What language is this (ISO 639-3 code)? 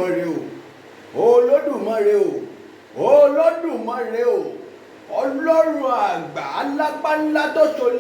yor